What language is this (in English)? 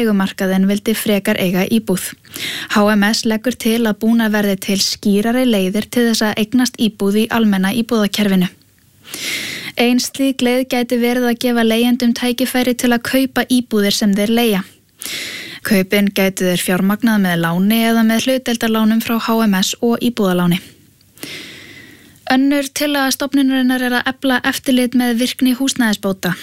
Icelandic